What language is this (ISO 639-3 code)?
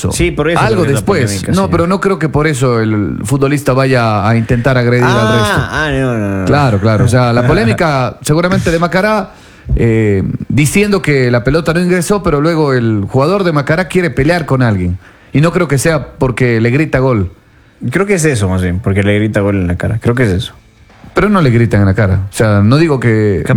spa